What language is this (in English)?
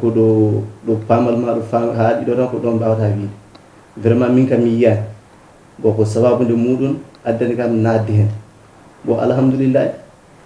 Fula